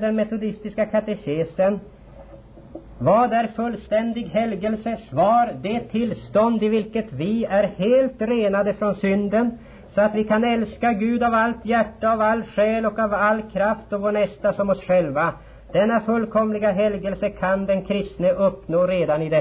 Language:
Swedish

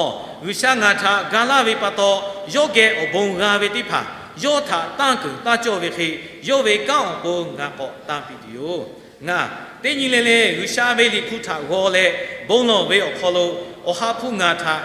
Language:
Lahu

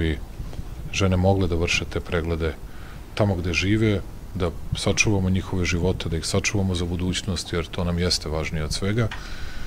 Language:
Serbian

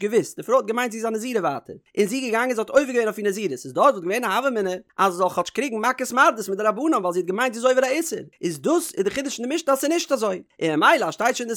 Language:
Yiddish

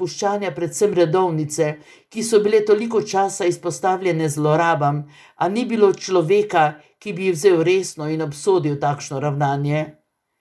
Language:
Slovenian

